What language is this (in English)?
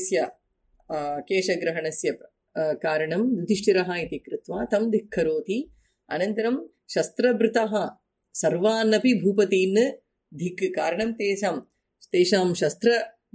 Sanskrit